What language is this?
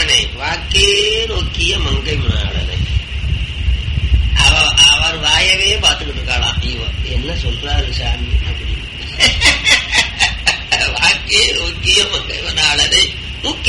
Tamil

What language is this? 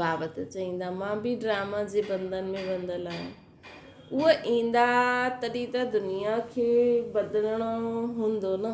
Sindhi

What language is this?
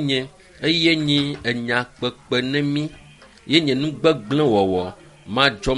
Ewe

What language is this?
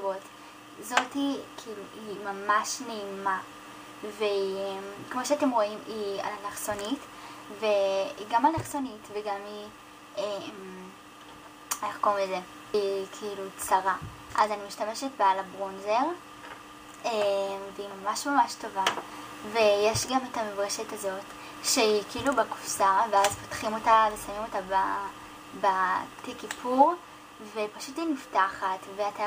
Hebrew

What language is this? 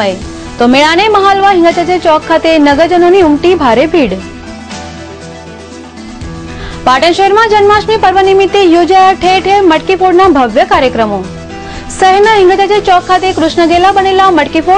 Gujarati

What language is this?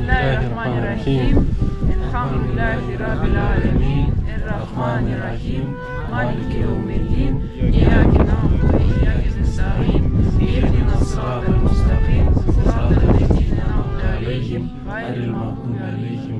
Crimean Tatar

